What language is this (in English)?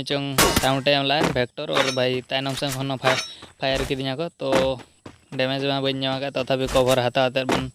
Santali